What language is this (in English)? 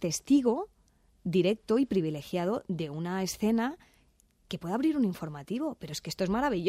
Spanish